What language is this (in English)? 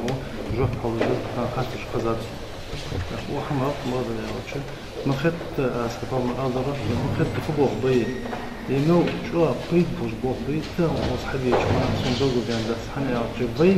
Ingush